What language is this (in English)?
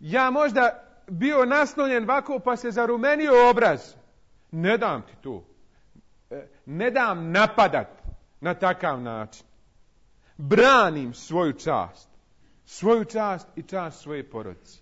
Bosnian